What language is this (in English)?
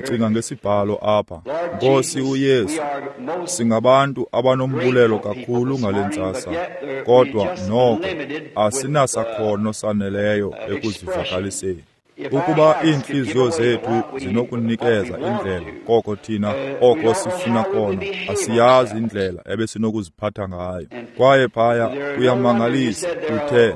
Xhosa